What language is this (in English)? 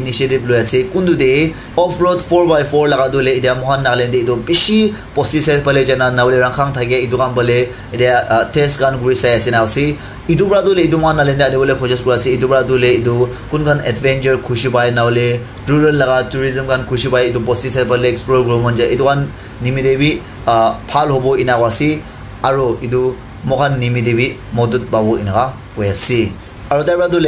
Naga Pidgin